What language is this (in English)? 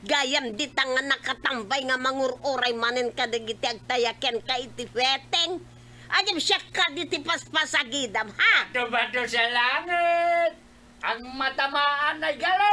Iloko